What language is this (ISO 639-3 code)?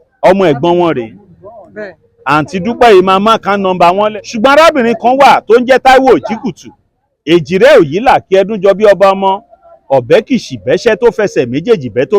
yor